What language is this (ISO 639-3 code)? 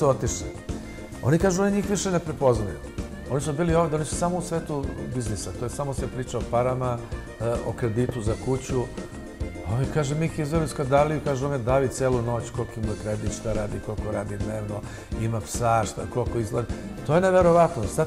srp